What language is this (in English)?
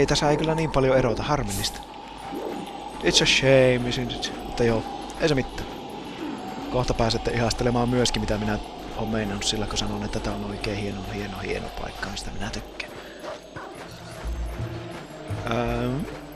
Finnish